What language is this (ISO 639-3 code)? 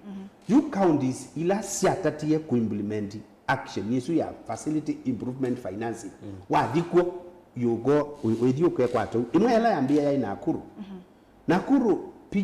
kam